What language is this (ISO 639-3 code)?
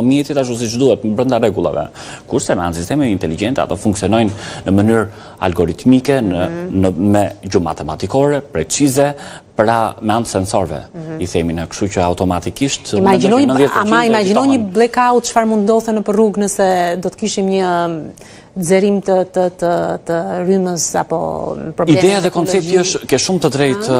sqi